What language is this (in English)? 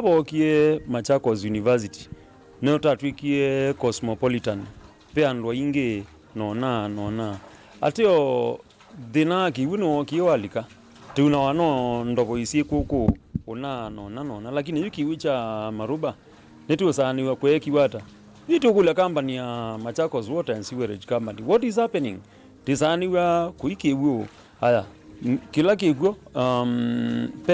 Kamba